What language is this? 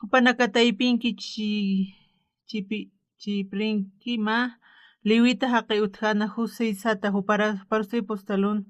Aymara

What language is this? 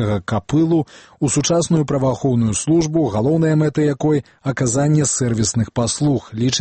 Belarusian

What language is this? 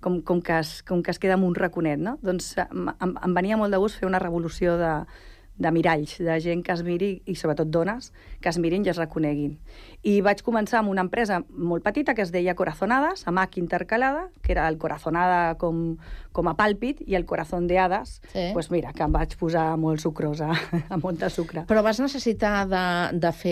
Catalan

